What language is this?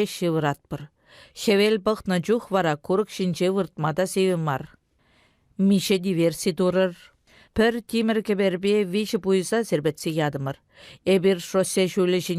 Chuvash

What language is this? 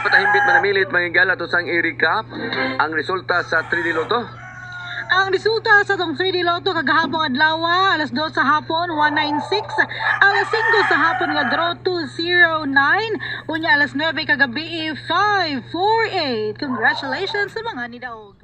Cebuano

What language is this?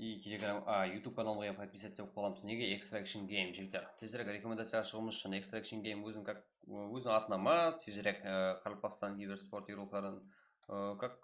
Kara-Kalpak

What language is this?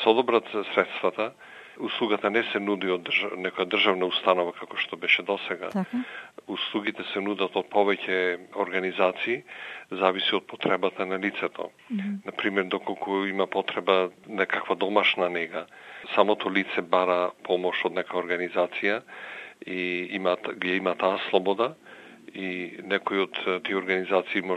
Macedonian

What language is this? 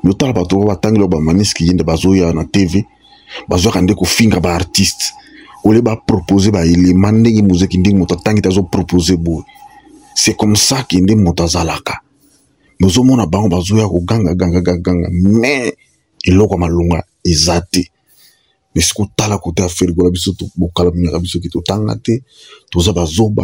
Lingala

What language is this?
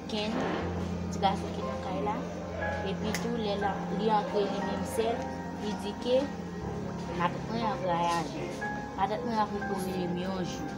Haitian Creole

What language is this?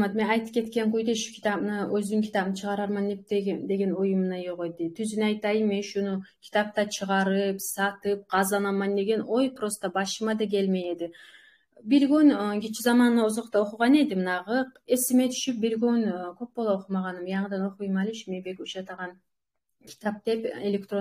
Kumyk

